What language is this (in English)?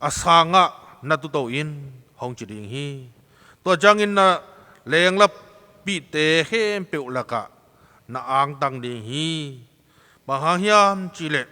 Tedim Chin